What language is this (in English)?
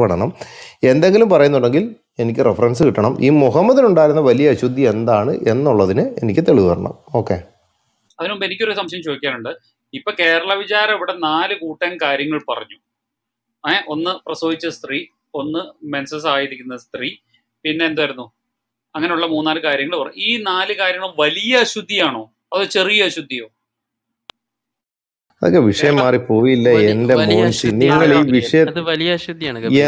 Malayalam